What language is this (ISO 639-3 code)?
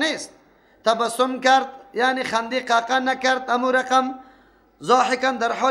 fas